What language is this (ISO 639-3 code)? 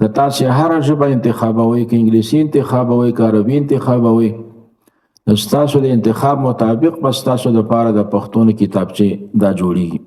pus